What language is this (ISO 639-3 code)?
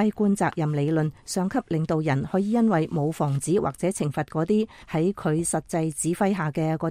yue